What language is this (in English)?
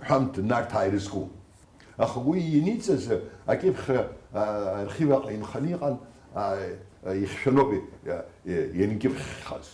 Abkhazian